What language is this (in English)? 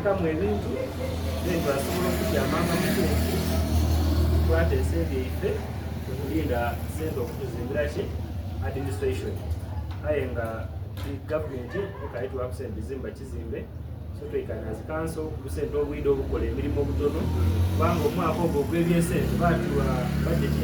Soga